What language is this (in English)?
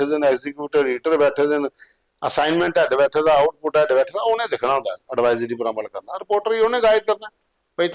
Dogri